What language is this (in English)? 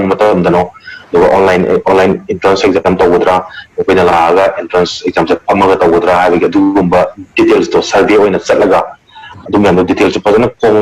Manipuri